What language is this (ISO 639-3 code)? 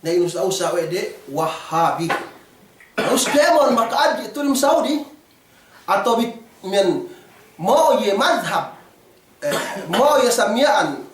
yka